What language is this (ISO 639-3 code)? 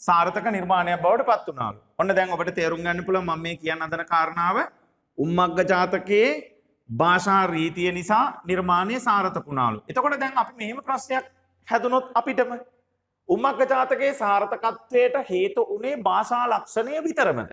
sin